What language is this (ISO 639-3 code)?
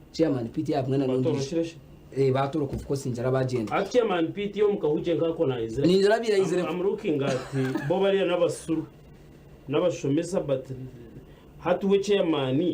nyn